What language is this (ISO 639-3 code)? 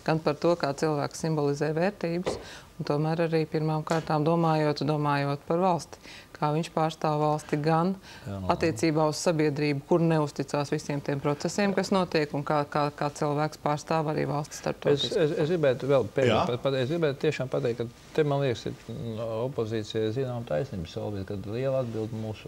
lav